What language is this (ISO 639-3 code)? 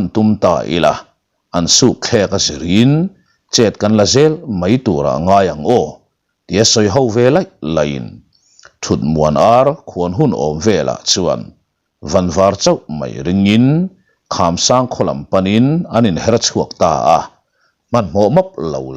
lus